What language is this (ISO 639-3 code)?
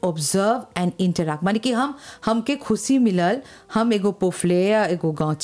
bho